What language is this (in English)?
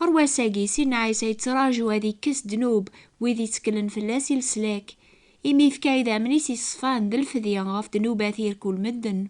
Kabyle